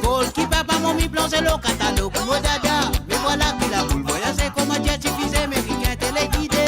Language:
Morisyen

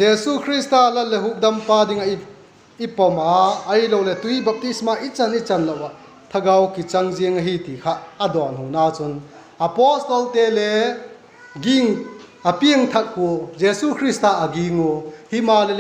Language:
Vaiphei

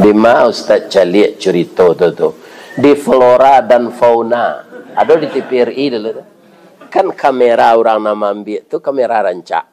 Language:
Minangkabau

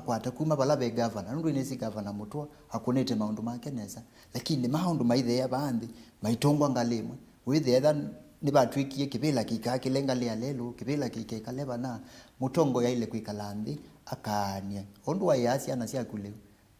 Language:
Kamba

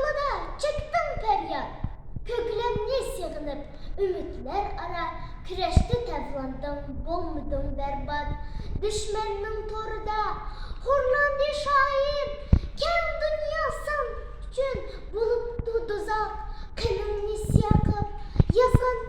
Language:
Uyghur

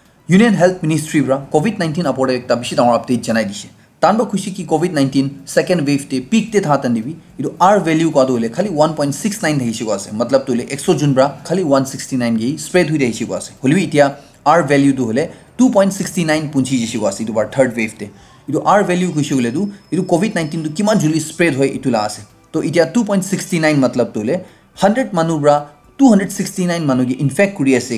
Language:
Naga Pidgin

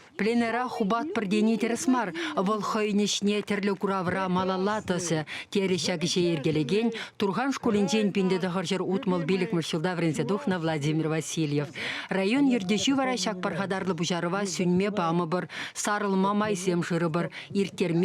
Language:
Chuvash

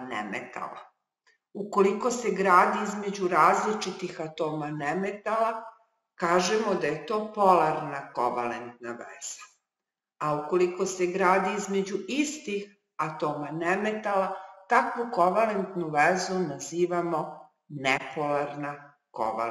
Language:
Serbian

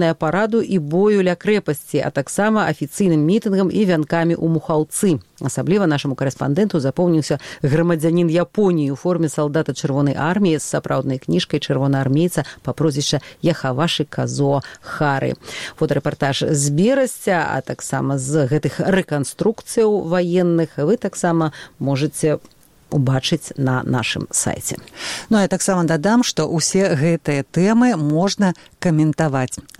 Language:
Belarusian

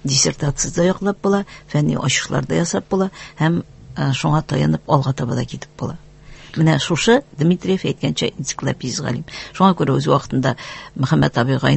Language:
Tatar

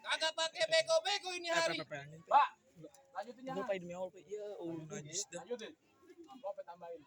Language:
Betawi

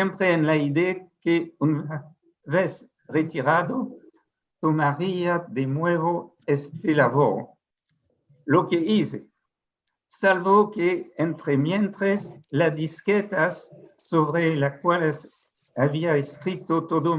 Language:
Ladino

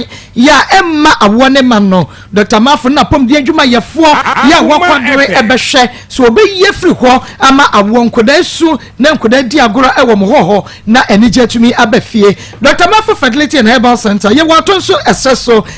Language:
Akan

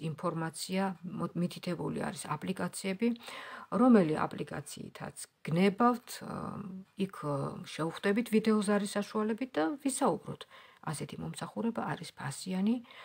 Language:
Georgian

